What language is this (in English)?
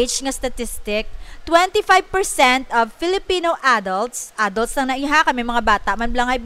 Hiligaynon